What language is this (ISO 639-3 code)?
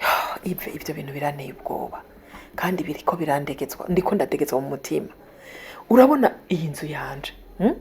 run